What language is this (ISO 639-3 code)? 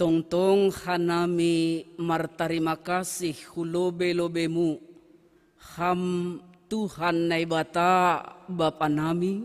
bts